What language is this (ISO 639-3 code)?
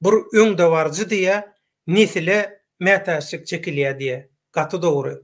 tuk